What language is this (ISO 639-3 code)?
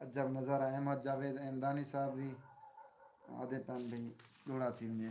skr